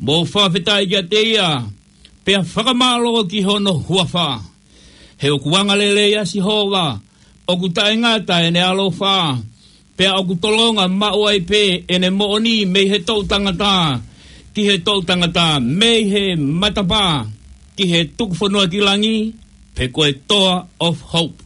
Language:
Tongan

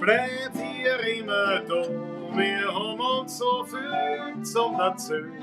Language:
Bavarian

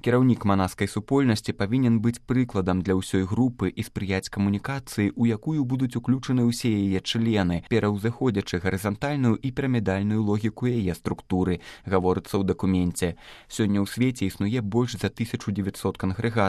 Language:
Belarusian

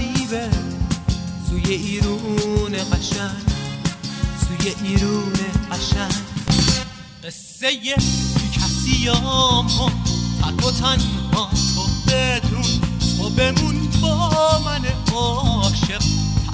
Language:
Persian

